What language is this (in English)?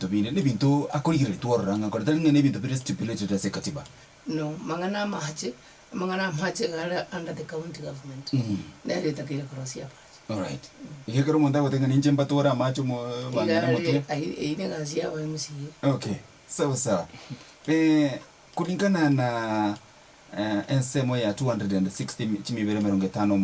Gusii